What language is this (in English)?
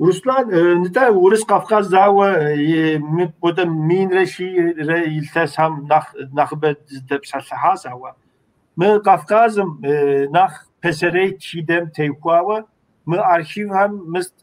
Kabardian